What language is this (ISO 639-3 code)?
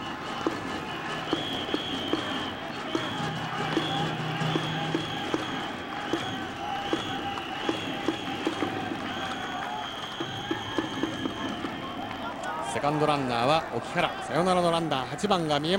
jpn